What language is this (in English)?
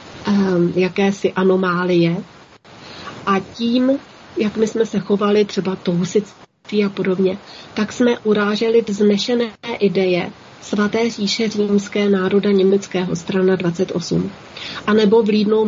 Czech